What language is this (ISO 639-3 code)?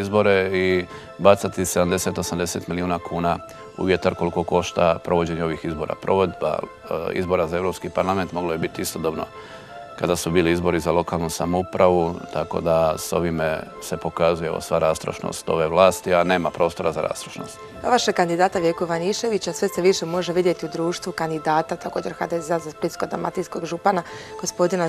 hrv